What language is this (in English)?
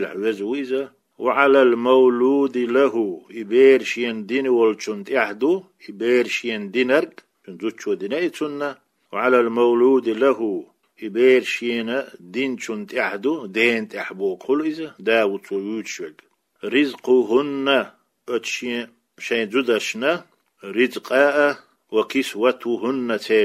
Chechen